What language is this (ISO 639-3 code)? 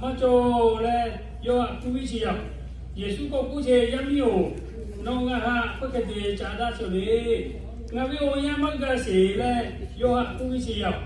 lhu